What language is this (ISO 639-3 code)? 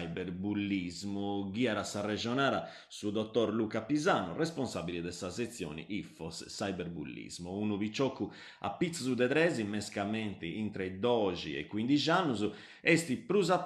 srd